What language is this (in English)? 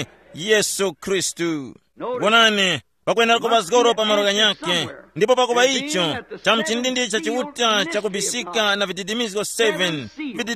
Tumbuka